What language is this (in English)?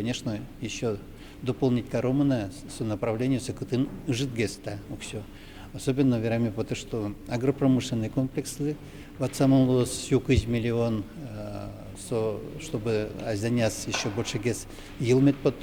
Udmurt